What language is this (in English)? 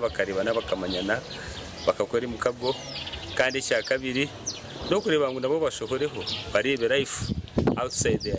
Nyankole